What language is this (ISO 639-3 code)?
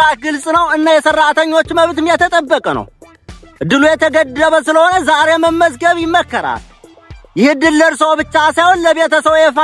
amh